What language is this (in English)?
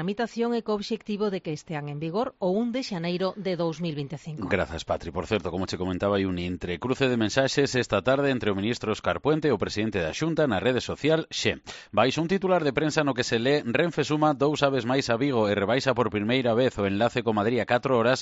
Galician